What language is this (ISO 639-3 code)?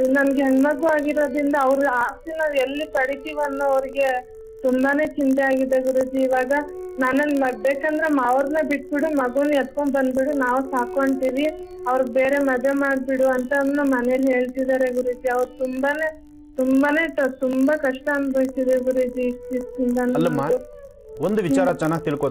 kan